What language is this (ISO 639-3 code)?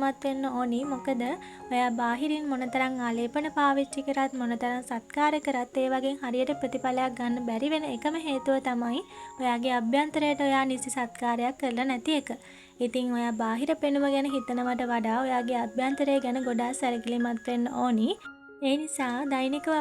sin